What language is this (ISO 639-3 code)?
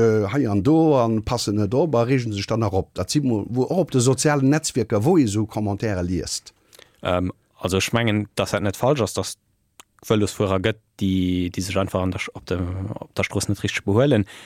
ltz